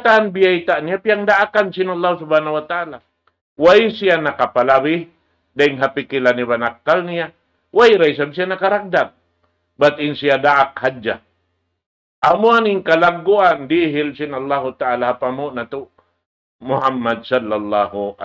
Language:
Tausug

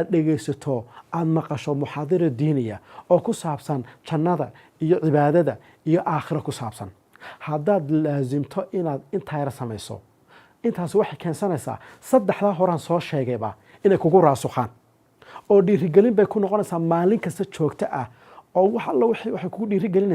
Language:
Somali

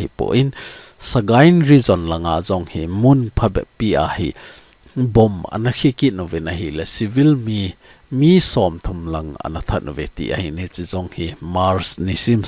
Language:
Thado Chin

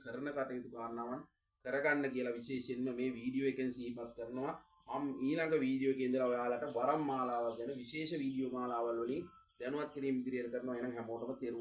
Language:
Sinhala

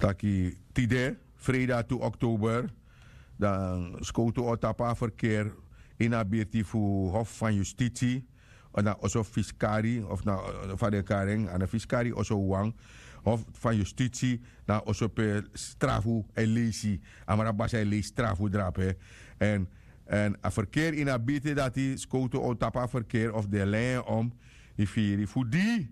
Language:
Sranan Tongo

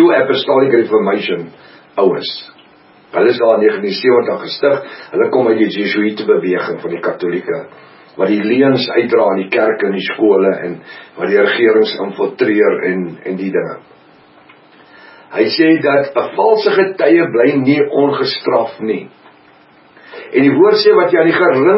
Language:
Afrikaans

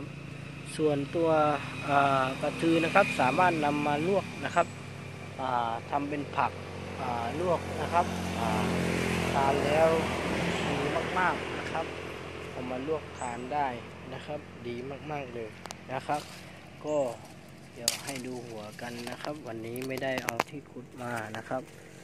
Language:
Thai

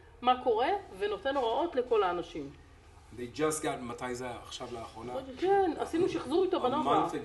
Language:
Hebrew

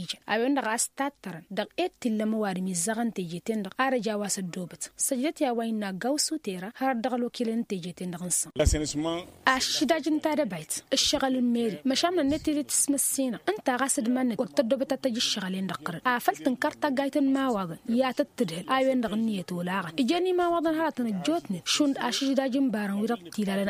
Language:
Tamasheq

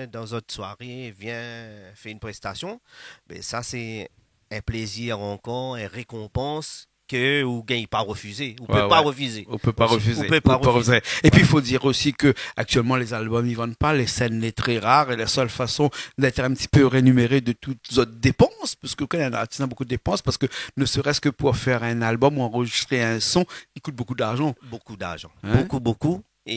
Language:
Réunion Creole French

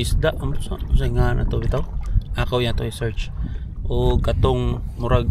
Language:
Cebuano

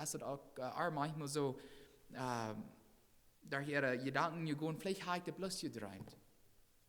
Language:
Plautdietsch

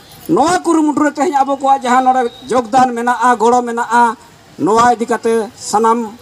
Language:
Santali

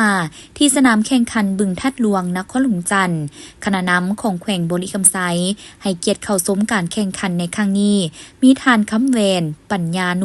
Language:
Lao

